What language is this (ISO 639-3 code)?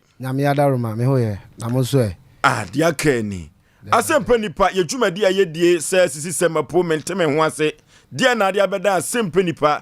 aka